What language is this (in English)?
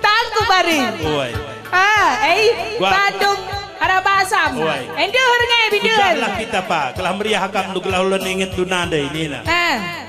Batak Karo